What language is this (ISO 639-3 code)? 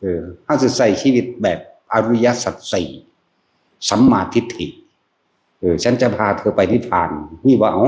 tts